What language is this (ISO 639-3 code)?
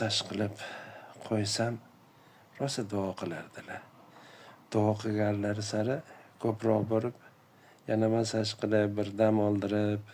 uzb